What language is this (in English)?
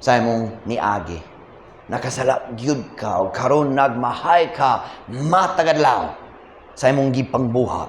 Cebuano